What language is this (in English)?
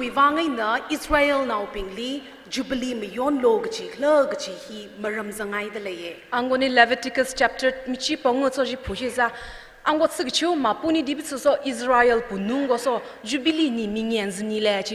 Tangkhul Naga (India)